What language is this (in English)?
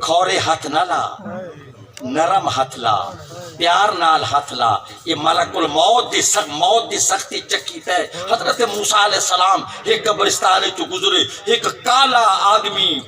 Saraiki